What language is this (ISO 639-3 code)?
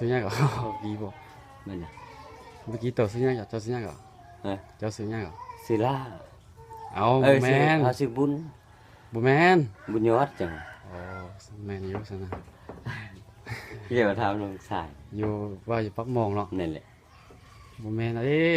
lao